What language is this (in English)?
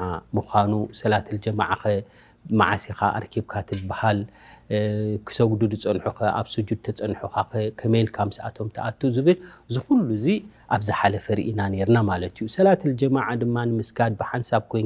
Tigrinya